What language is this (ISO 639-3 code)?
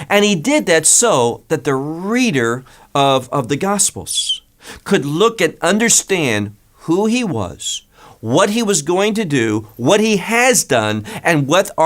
eng